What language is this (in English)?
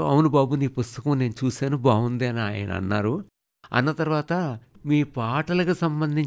Telugu